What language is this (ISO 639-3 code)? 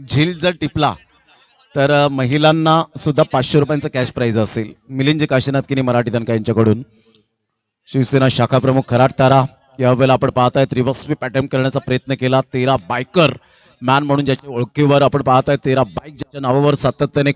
mar